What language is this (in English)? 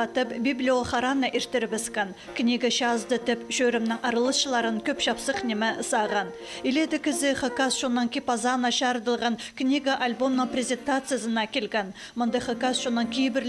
Khakas